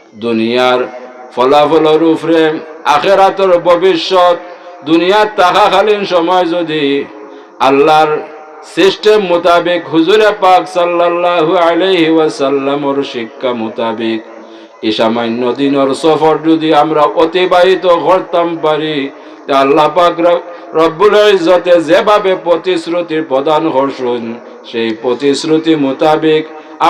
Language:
Sylheti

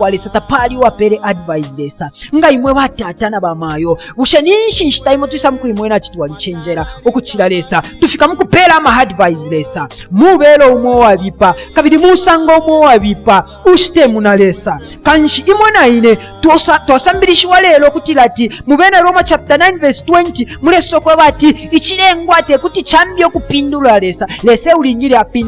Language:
Bemba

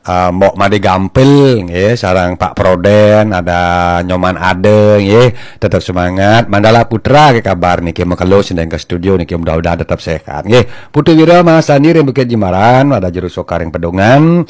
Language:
Balinese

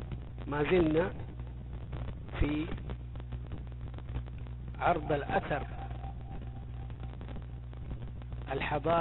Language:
Arabic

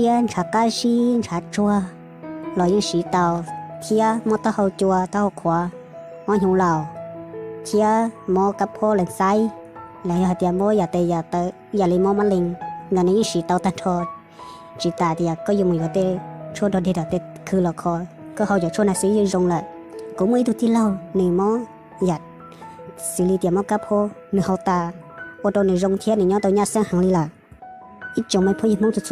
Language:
Hmong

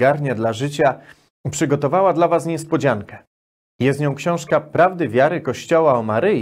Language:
Polish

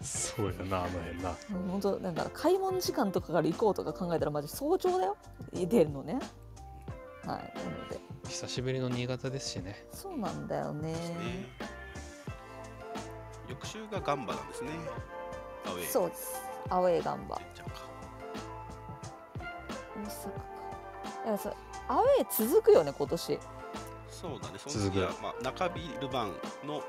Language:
Japanese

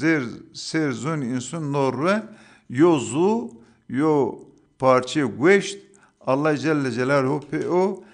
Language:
Zaza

